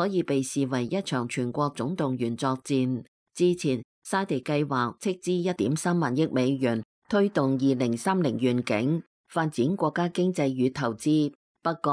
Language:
Cantonese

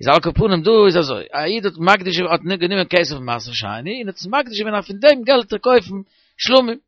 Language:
Yiddish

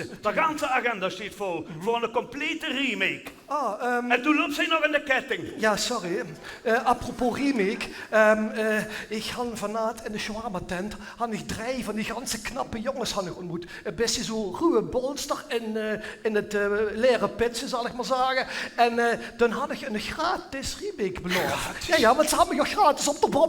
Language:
Limburgish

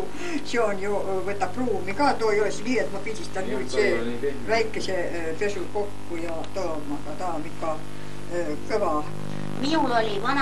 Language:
Estonian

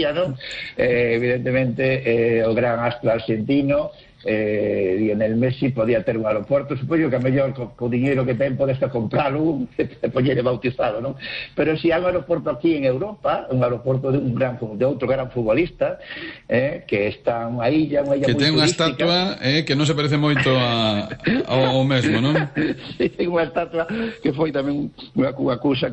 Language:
Galician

